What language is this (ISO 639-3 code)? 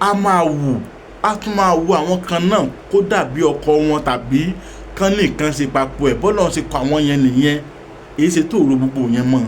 yor